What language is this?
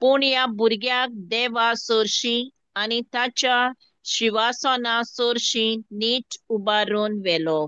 Konkani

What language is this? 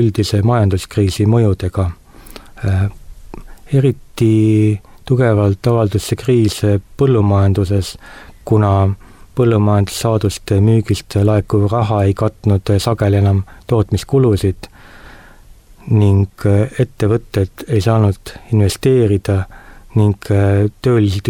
Estonian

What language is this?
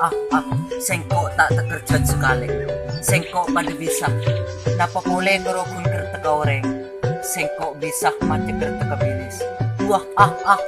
Madurese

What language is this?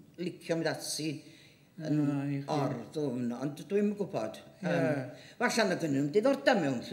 Welsh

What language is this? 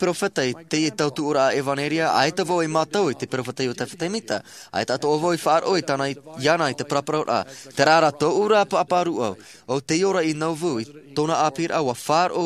Tahitian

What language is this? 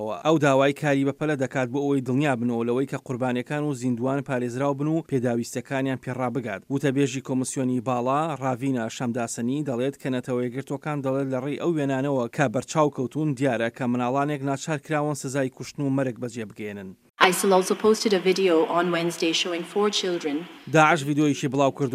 Central Kurdish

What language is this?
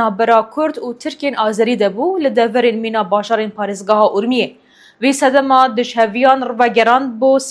Kurdish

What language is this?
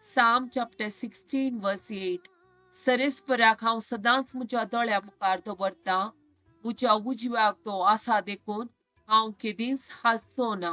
Konkani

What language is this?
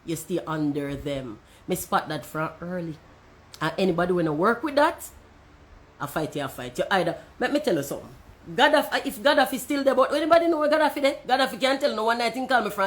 Jamaican Creole English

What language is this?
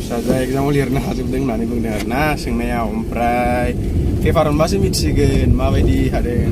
Bodo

